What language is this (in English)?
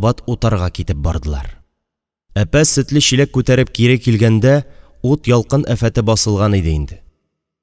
Tatar